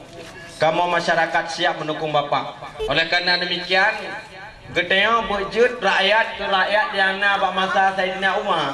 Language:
Achinese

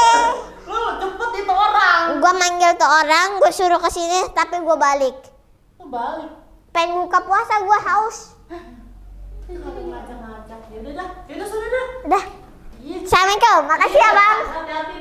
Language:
Betawi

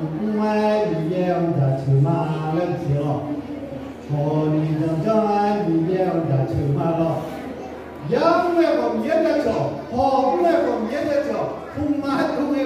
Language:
Akha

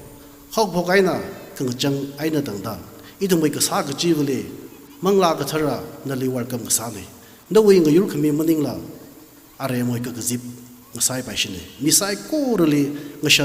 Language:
Tangkhul Naga (India)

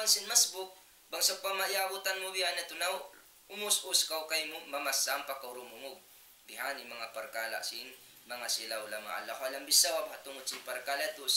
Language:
Tausug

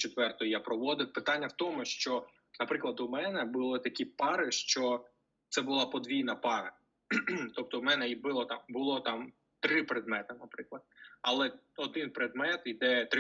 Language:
Ukrainian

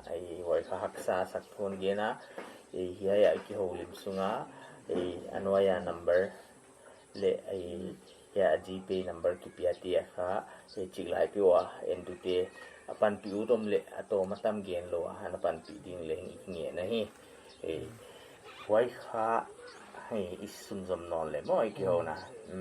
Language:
Paite Chin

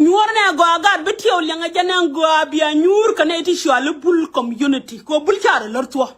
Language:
Nuer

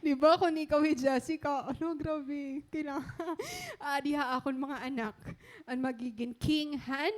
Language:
Waray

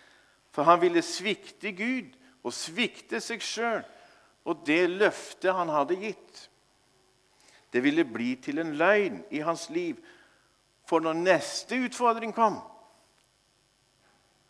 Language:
Norwegian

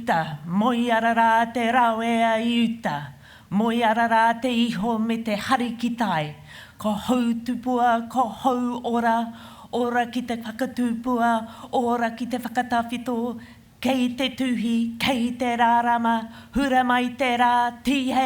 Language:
Māori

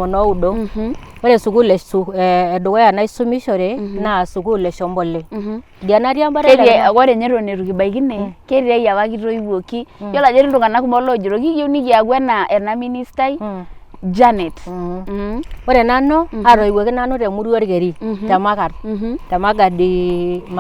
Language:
Masai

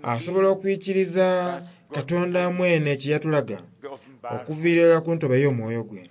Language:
Soga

